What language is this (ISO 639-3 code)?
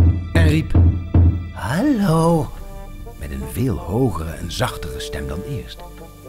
nld